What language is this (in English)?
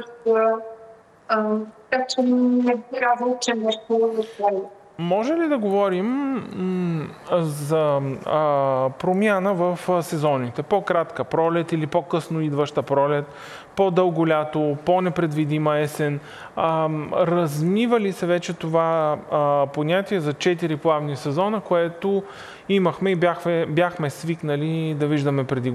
Bulgarian